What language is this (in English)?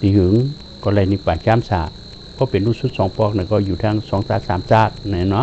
Shan